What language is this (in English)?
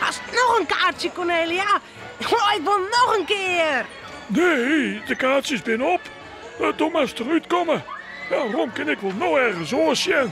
Western Frisian